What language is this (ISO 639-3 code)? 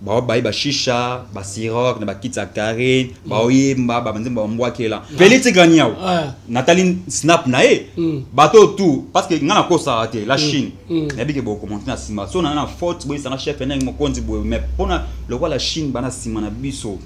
lin